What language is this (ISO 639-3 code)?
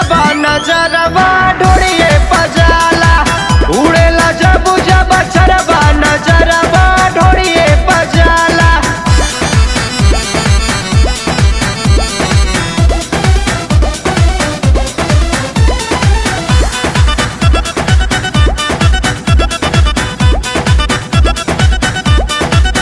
bho